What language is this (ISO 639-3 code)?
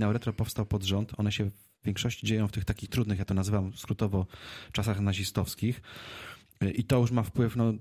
pol